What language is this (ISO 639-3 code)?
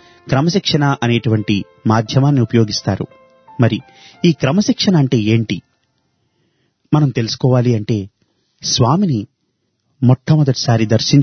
tel